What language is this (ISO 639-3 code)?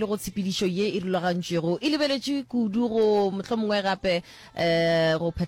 nso